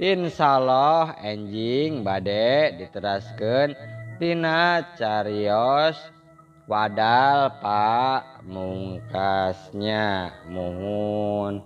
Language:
Sundanese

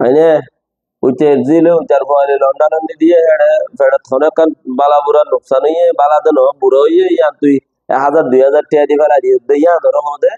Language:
Rohingya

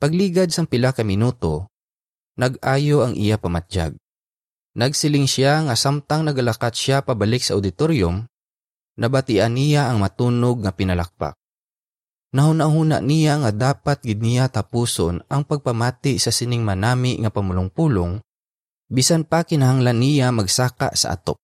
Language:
Hiligaynon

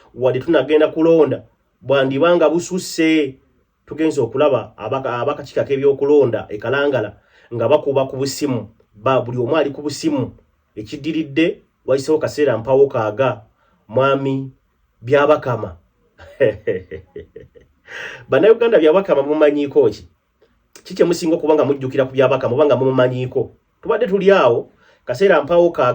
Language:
Ganda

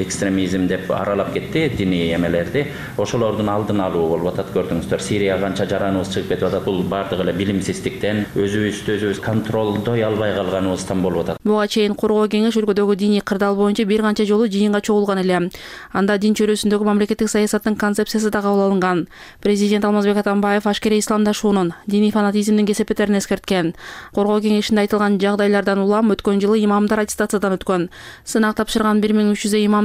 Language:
Kyrgyz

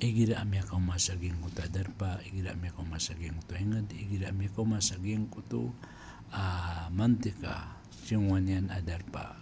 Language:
Maranao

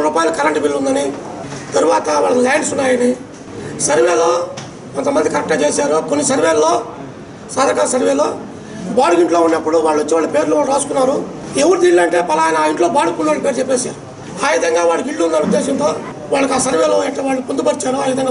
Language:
Telugu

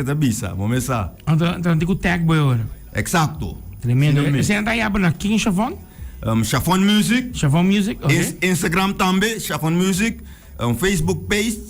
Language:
Papiamento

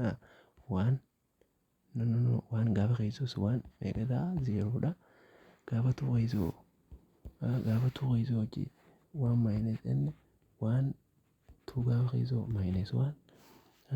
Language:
Oromo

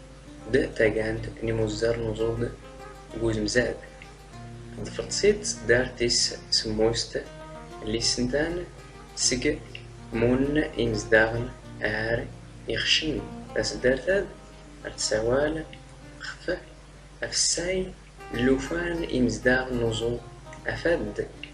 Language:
Standard Moroccan Tamazight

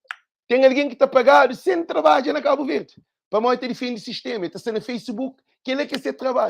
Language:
Kabuverdianu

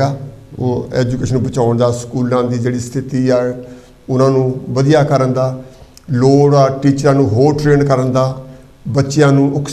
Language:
Punjabi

